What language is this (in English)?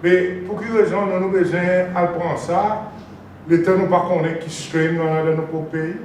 Seselwa Creole French